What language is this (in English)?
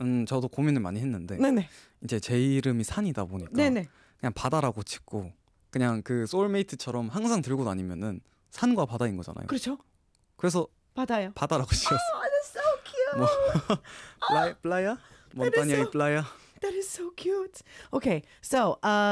Korean